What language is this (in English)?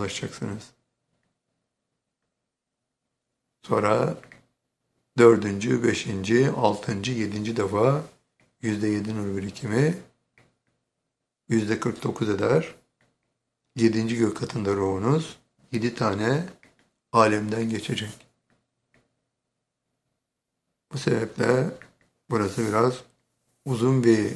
Turkish